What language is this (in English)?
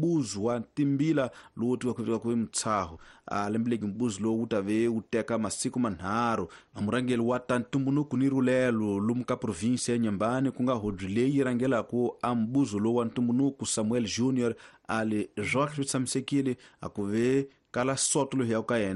Tsonga